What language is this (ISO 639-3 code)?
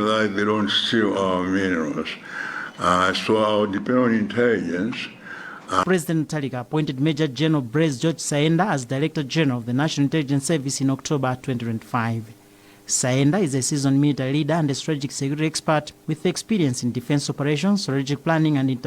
eng